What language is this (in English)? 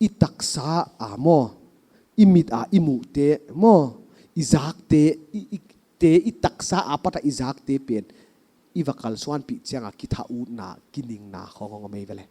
Paite Chin